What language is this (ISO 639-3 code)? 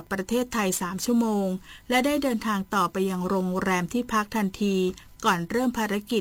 tha